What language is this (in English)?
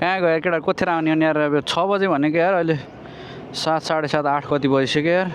Nepali